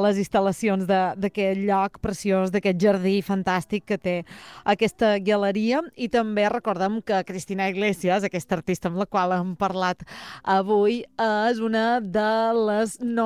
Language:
Catalan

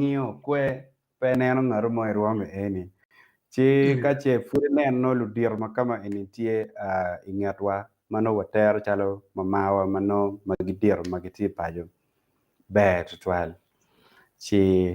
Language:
Acoli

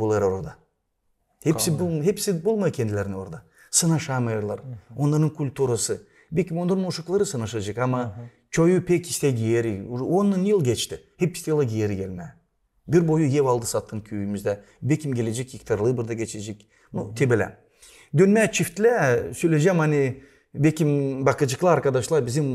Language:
Gagauz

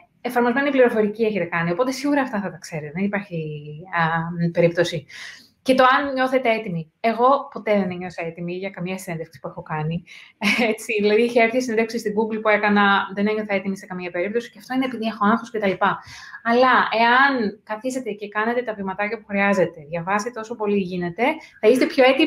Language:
Greek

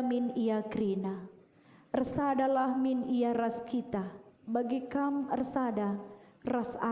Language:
Batak Karo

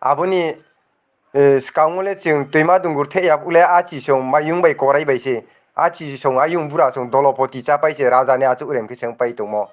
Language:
Riang (India)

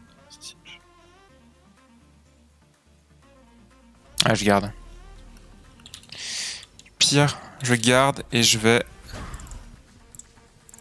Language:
French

